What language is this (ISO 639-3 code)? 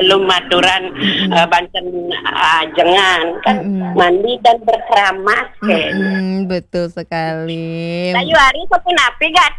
ban